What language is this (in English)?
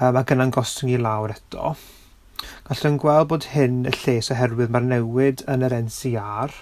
Welsh